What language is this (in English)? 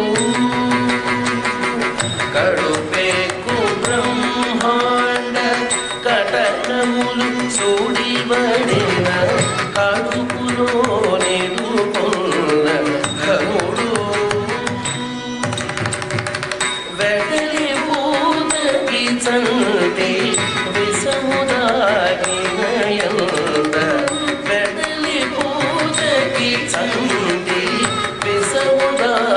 Telugu